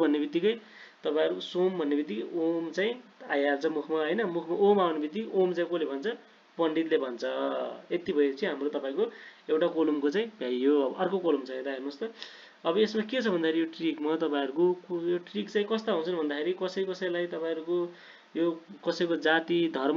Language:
Nepali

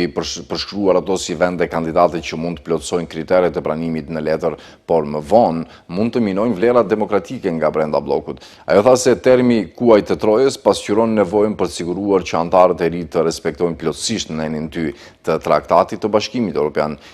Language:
Albanian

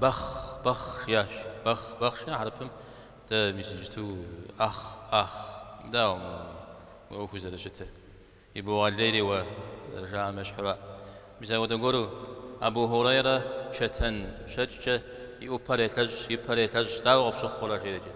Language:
Kabardian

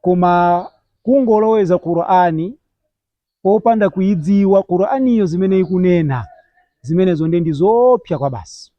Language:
Nyanja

